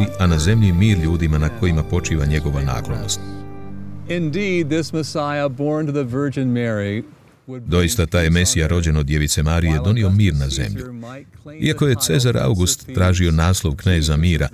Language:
Croatian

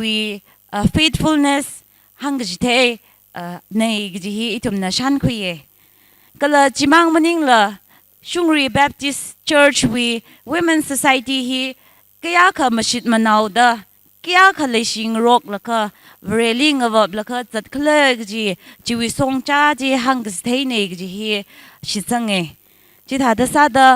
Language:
Tangkhul Naga (India)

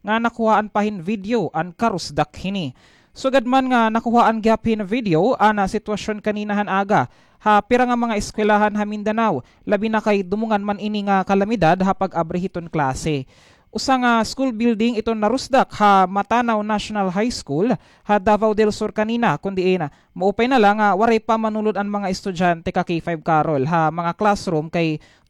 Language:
Waray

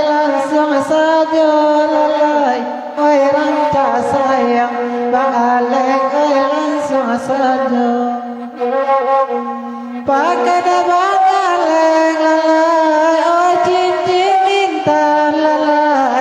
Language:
Minangkabau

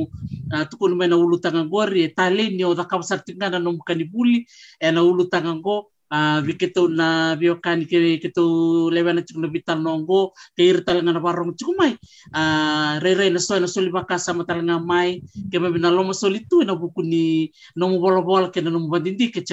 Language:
Fijian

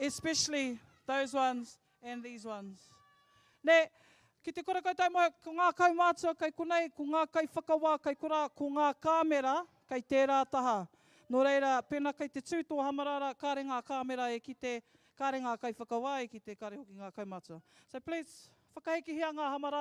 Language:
Māori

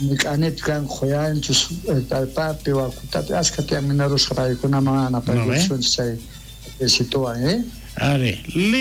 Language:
South Bolivian Quechua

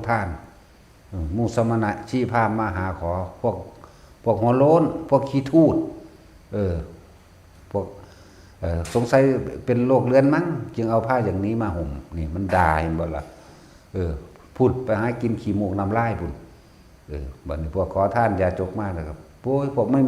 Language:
Northeastern Thai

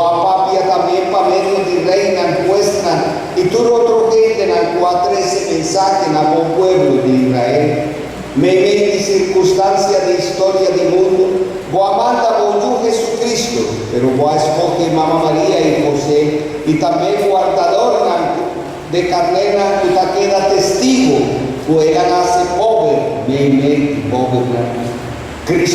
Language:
Papiamento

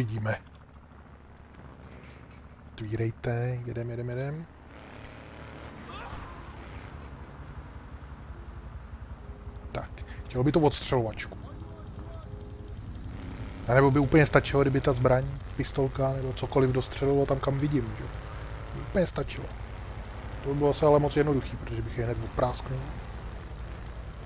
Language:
Czech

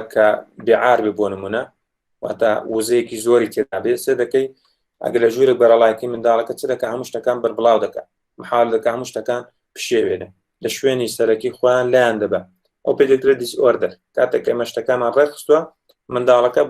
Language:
Central Kurdish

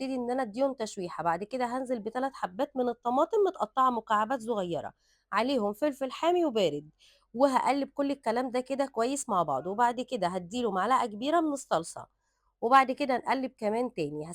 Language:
Egyptian Arabic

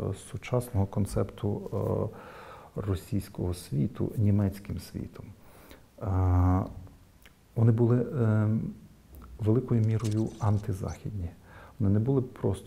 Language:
Ukrainian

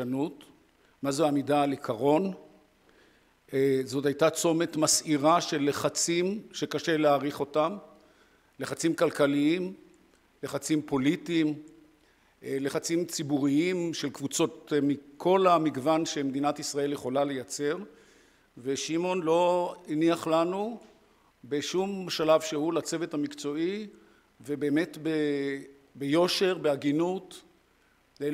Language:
Hebrew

